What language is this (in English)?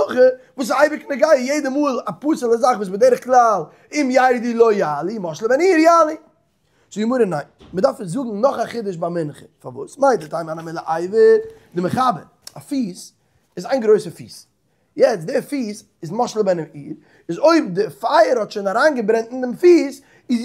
Yiddish